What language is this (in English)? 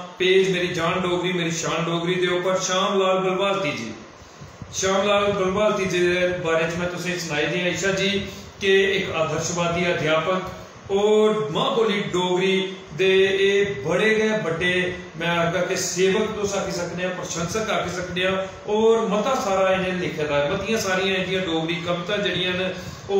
Dogri